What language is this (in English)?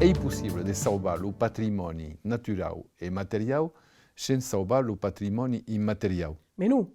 Occitan